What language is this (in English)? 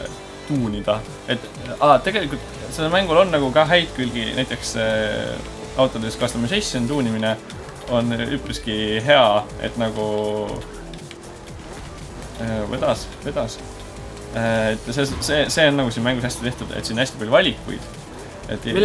Estonian